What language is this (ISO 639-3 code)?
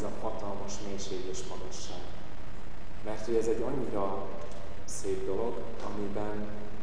hun